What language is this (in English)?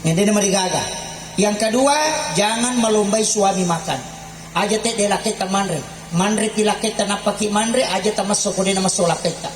Buginese